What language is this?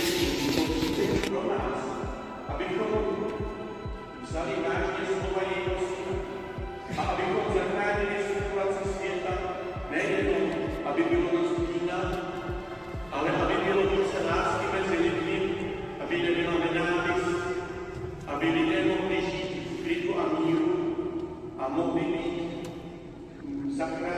Czech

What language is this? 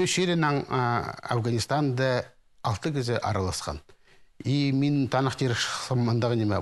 Khakas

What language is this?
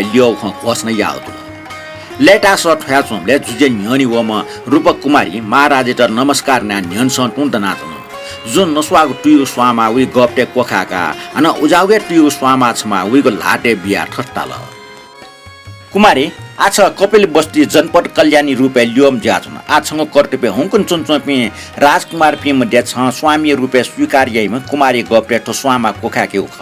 Newari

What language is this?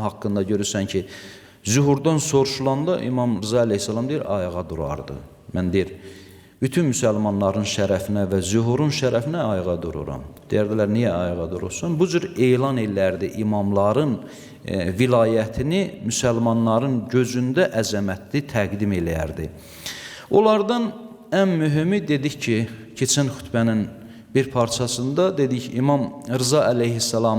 Azerbaijani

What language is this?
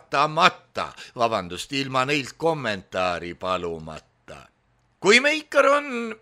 Estonian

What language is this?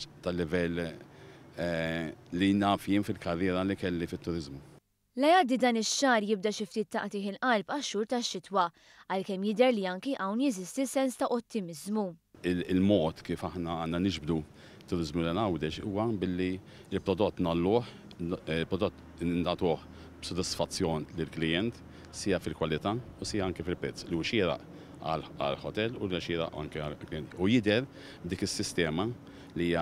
Maltese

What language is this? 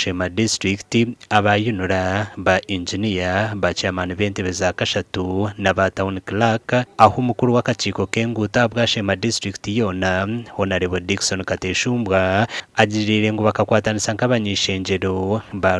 Nyankole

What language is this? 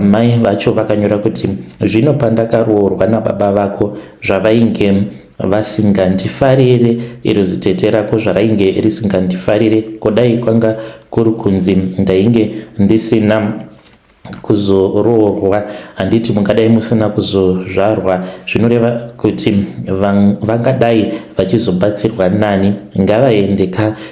Shona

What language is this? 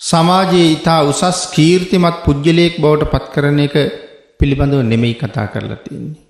Sinhala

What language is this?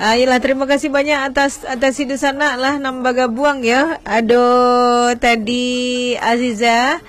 Minangkabau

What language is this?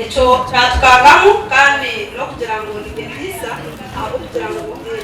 Nyankole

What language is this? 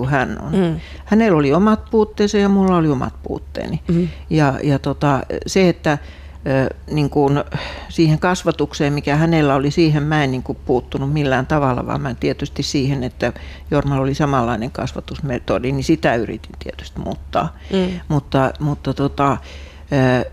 Finnish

